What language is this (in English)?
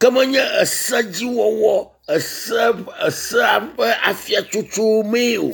Ewe